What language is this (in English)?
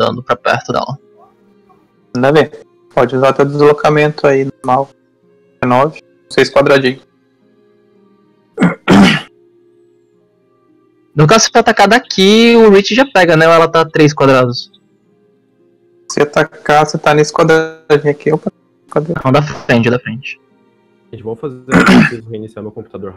Portuguese